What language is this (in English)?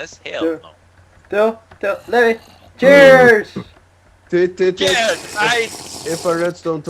Faroese